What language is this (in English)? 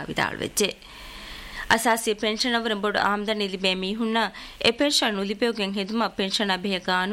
Divehi